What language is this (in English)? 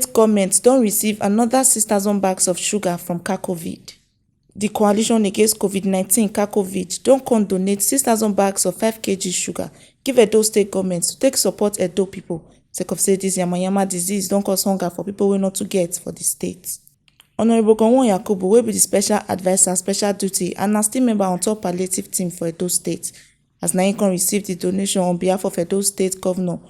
Nigerian Pidgin